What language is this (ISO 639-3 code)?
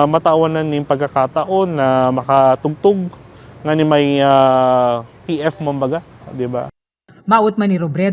bik